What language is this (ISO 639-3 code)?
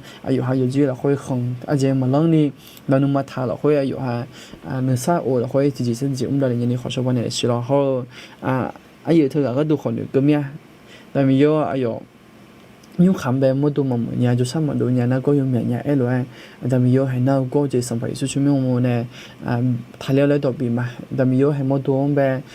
ahk